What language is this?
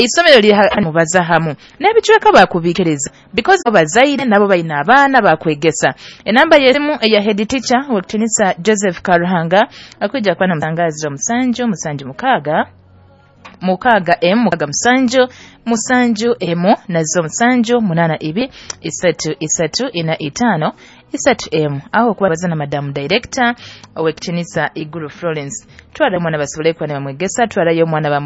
Nyoro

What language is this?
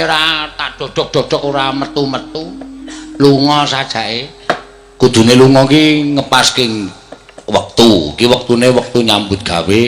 Javanese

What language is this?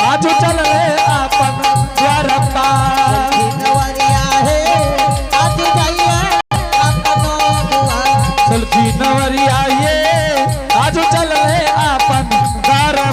Angika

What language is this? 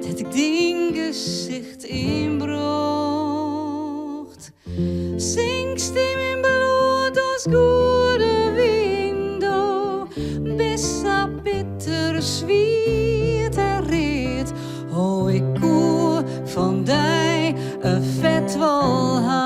Western Frisian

